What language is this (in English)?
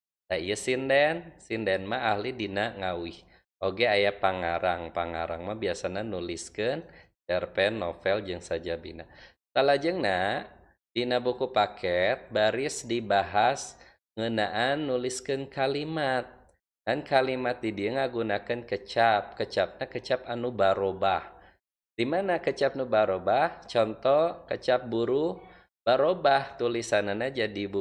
Sundanese